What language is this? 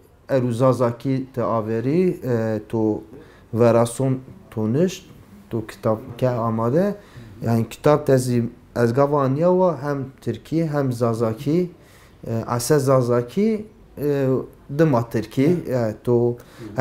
Zaza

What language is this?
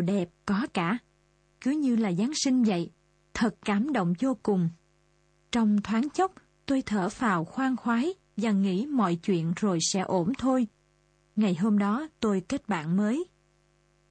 Vietnamese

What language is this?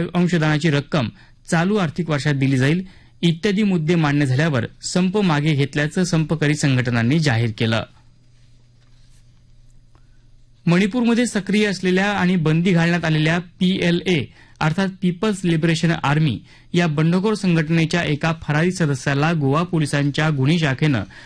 Marathi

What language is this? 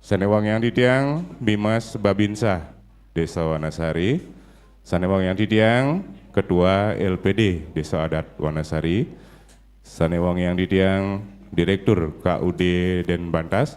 Balinese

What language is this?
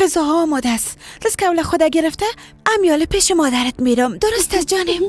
Persian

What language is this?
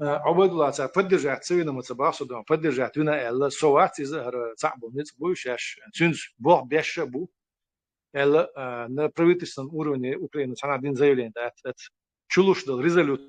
Chechen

